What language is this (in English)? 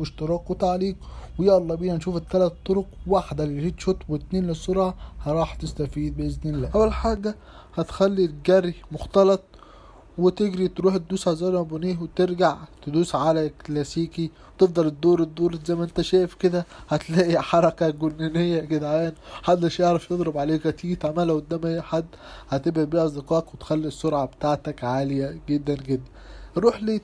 Egyptian Arabic